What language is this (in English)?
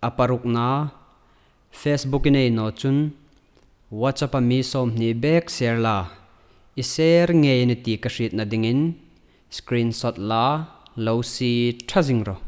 Hmar